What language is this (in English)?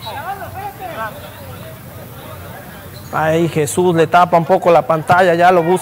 Spanish